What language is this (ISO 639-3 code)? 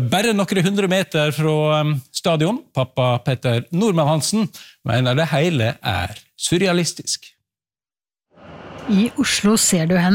nor